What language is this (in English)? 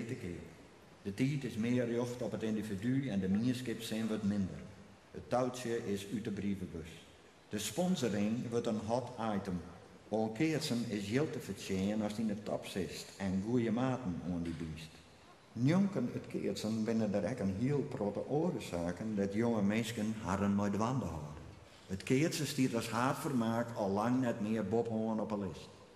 Western Frisian